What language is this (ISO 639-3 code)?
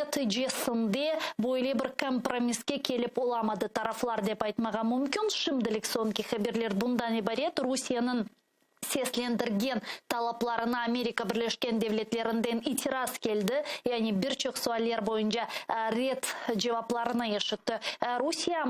crh